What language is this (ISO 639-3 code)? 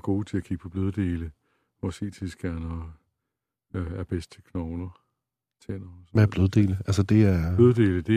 dan